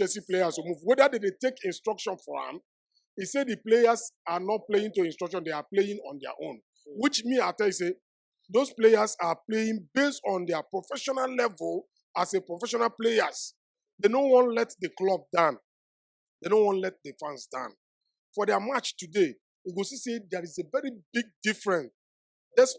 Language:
Nigerian Pidgin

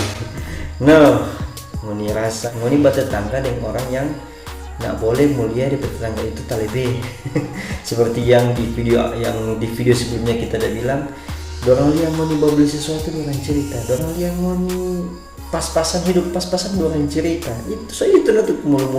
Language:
Manado Malay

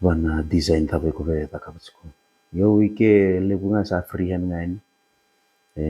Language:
Fijian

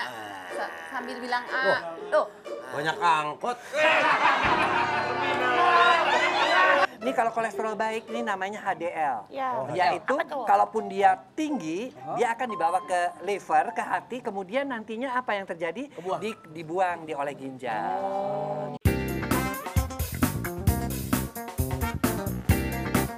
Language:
Indonesian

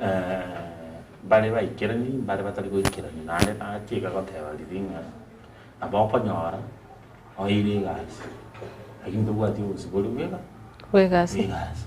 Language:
Gusii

